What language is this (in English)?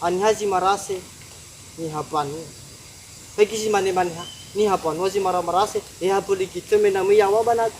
Nias